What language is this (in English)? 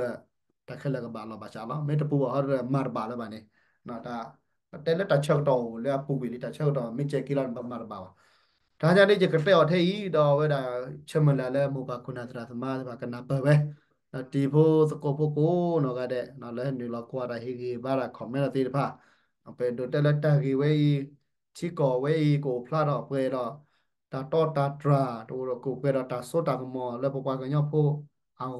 S'gaw Karen